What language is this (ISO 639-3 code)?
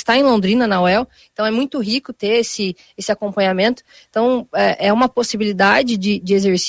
por